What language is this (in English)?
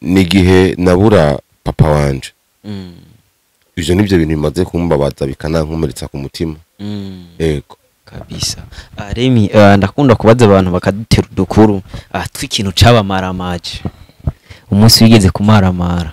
Rundi